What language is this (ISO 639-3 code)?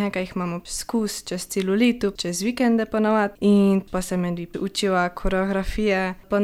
slv